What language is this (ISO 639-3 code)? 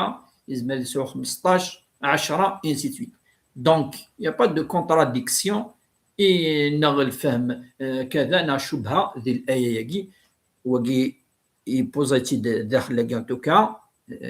kab